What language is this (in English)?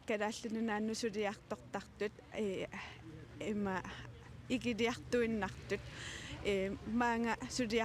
Kalaallisut